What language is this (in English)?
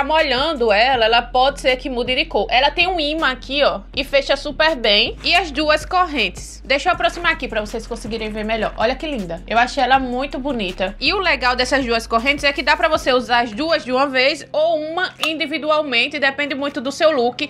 Portuguese